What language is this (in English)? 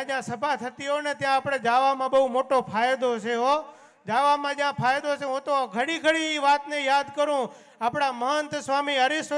Gujarati